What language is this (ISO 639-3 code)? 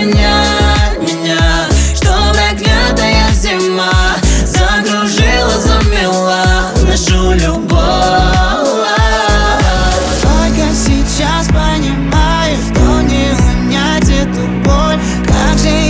rus